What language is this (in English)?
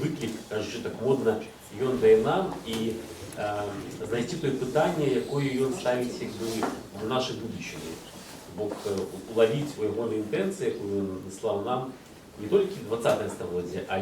Belarusian